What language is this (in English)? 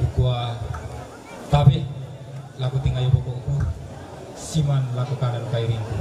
Toraja-Sa'dan